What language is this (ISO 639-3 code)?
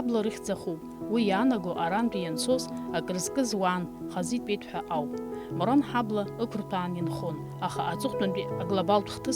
abk